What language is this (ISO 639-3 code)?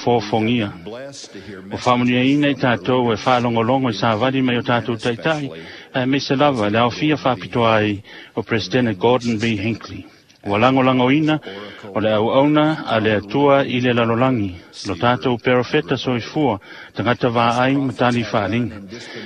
smo